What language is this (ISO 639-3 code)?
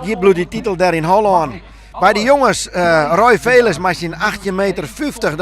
fry